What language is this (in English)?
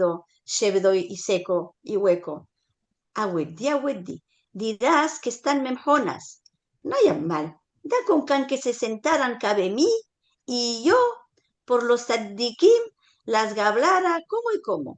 Ladino